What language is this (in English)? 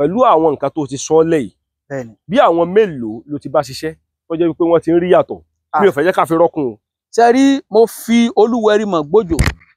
Yoruba